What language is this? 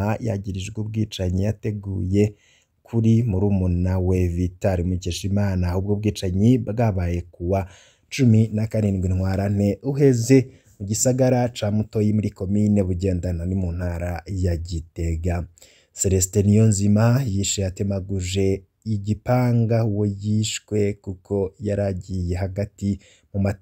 Rundi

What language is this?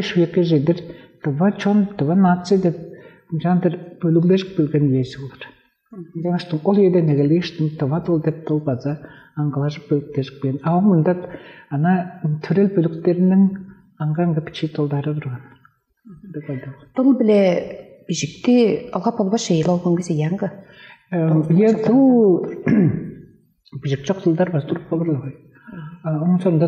Tuvinian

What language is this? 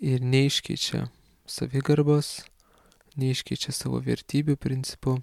Lithuanian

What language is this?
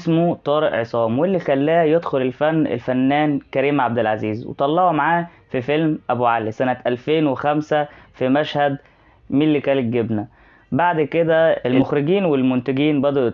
Egyptian Arabic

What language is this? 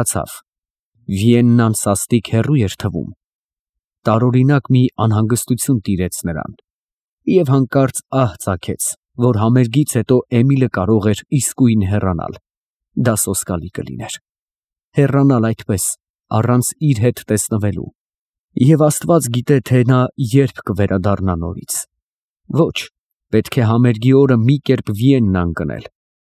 Armenian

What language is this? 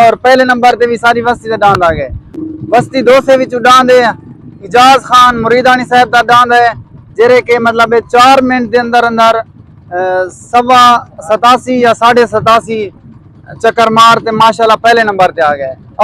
Saraiki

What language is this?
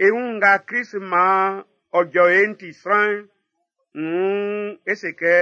Baoulé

